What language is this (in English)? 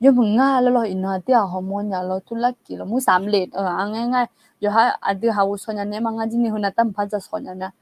Akha